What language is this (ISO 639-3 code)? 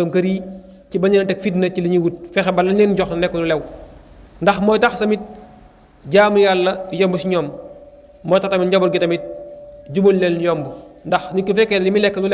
wol